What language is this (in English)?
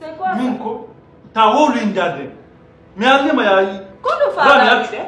Fula